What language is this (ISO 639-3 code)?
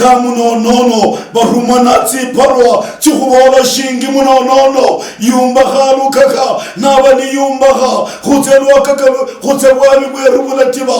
luy